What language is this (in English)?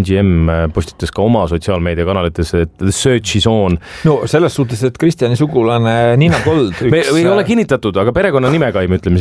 Estonian